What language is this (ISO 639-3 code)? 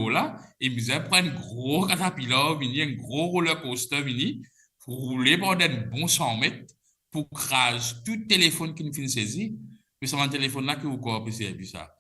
mfe